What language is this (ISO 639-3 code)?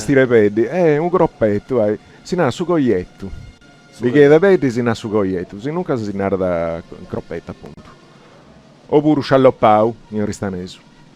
srd